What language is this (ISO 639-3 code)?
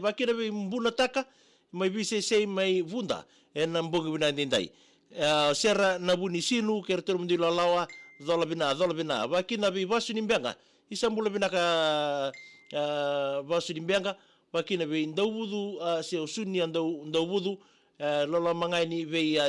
fij